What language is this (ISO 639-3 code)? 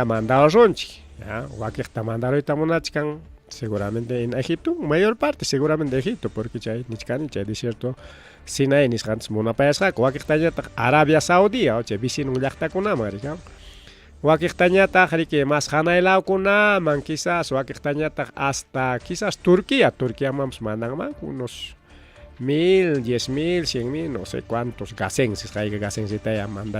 quy